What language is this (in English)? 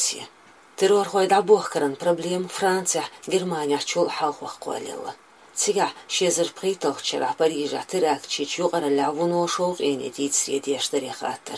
Chechen